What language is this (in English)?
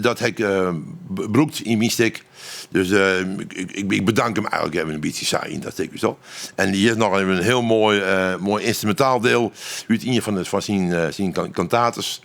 Western Frisian